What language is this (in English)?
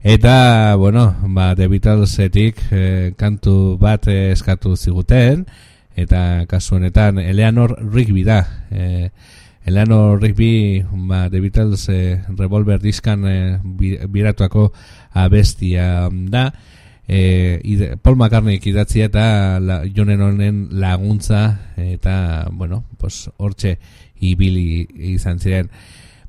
Basque